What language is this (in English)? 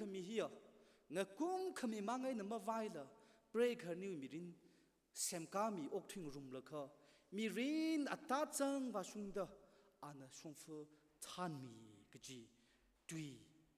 Tangkhul Naga (India)